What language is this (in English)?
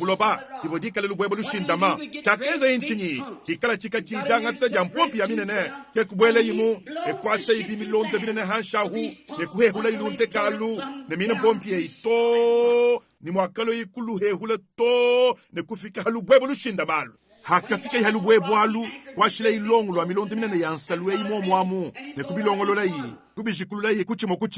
Luba-Lulua